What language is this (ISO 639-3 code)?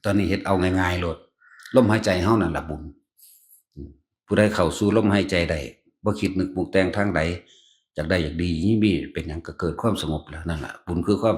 tts